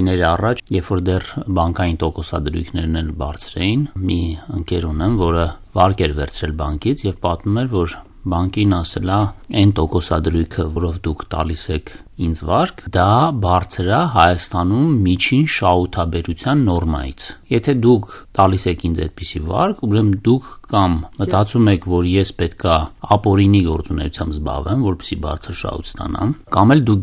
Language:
Armenian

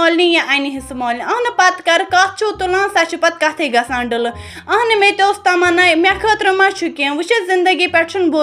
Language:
Kashmiri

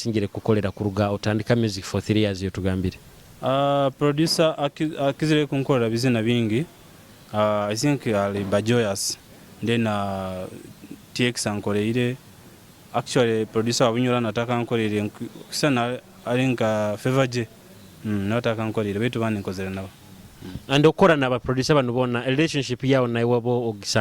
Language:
Nyoro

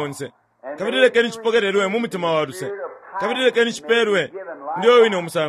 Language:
Bemba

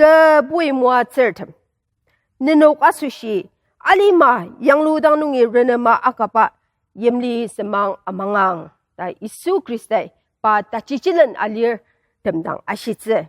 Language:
Ao Naga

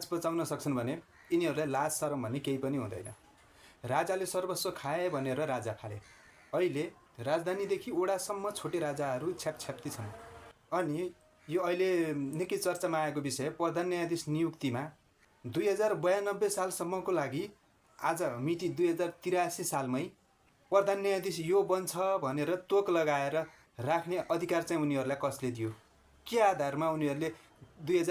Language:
Nepali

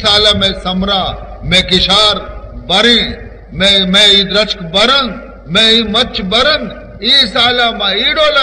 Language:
Baluchi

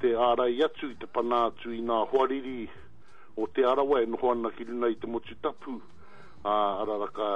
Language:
Māori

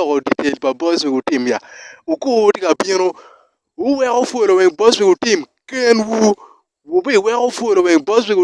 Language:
Acoli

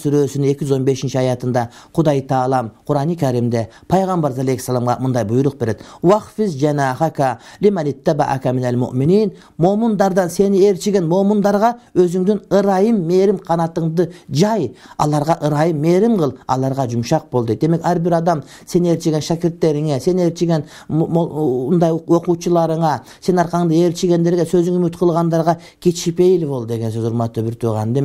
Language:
Kyrgyz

